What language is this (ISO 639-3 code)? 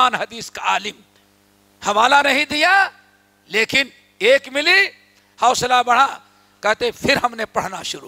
urd